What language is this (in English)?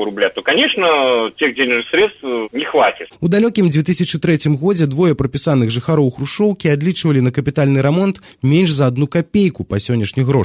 Belarusian